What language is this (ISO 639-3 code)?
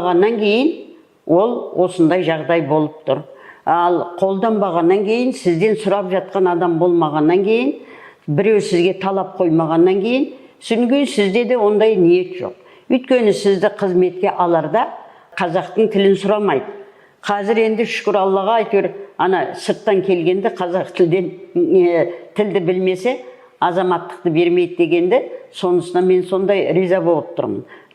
kaz